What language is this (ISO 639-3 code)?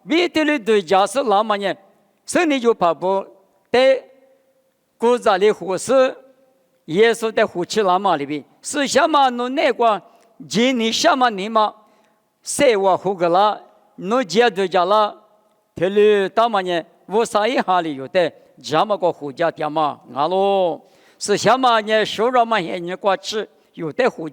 lis